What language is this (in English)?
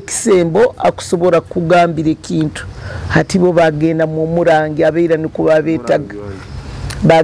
Nyoro